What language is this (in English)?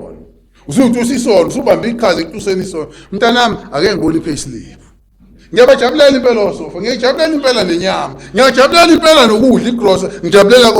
Zulu